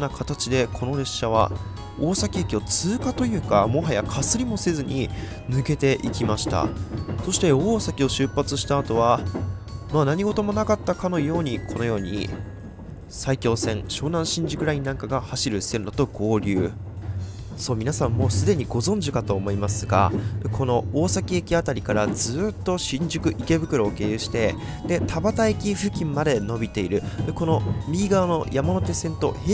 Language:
Japanese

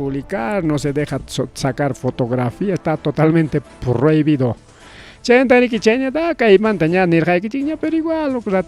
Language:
Ayacucho Quechua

